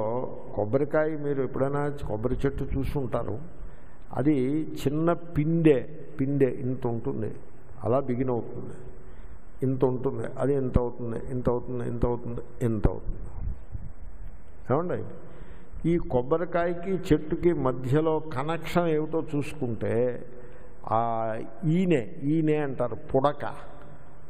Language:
Telugu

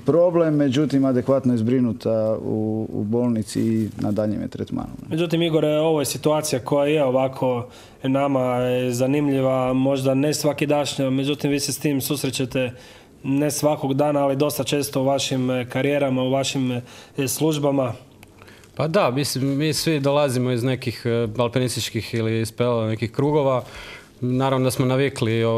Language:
Croatian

